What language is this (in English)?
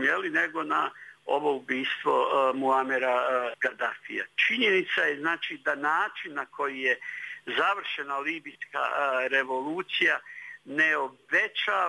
Bosnian